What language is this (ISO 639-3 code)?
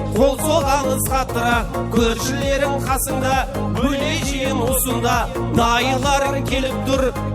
kaa